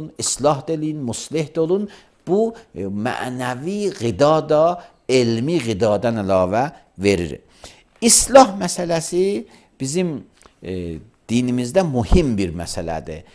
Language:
Azerbaijani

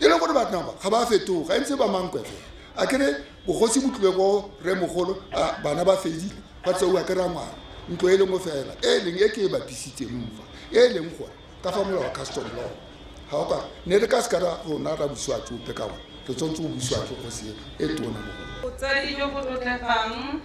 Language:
Tswana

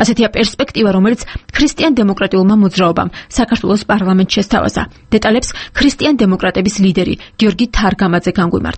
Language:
Georgian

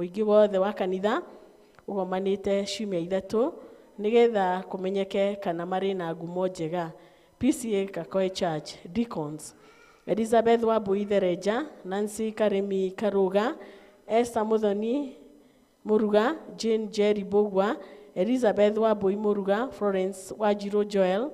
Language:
Kikuyu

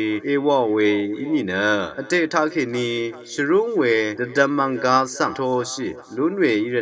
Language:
Rawang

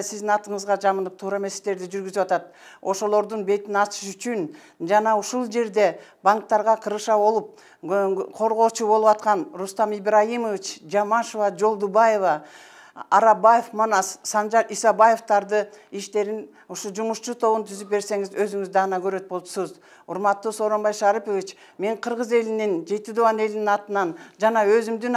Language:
Kyrgyz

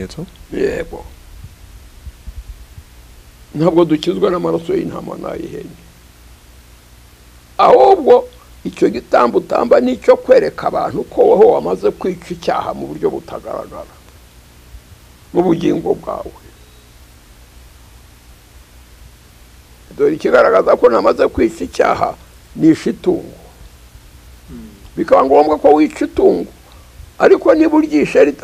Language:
Kinyarwanda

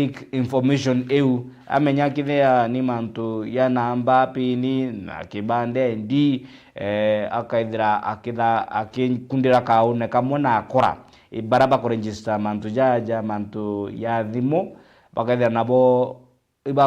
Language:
Meru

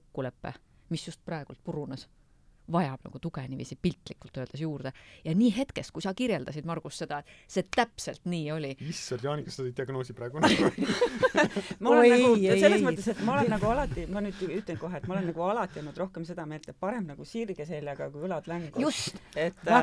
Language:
Estonian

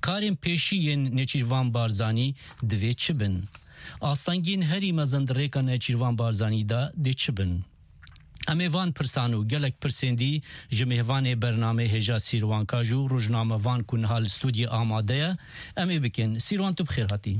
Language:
Kurdish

